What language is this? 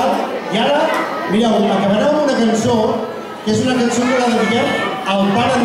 Catalan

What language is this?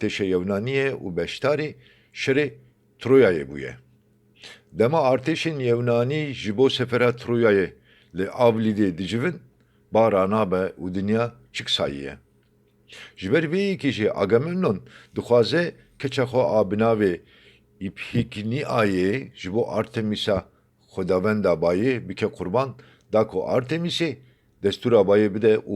Kurdish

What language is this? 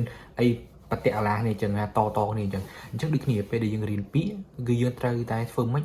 Khmer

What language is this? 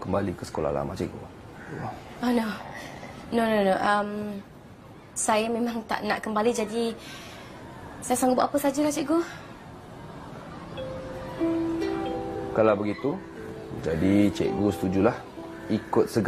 Malay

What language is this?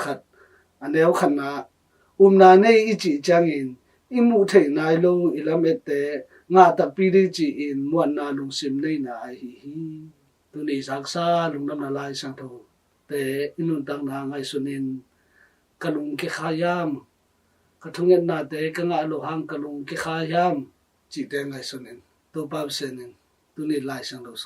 Tedim Chin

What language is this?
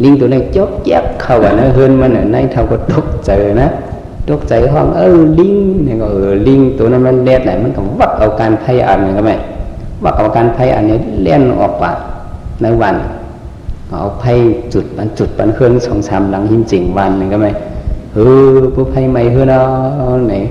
Shan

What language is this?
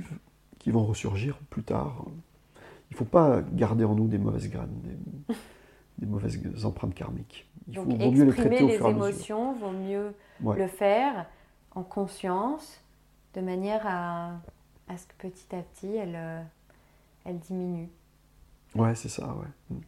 French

